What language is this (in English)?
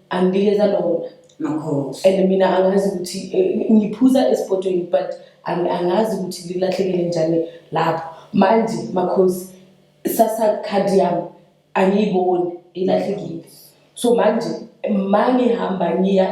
Zulu